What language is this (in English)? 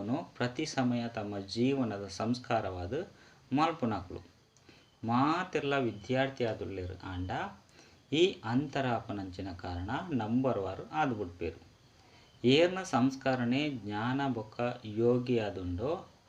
Tulu